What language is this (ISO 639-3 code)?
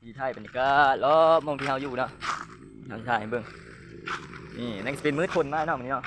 lao